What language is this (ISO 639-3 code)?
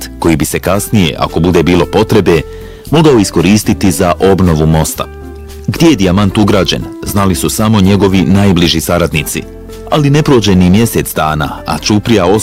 bos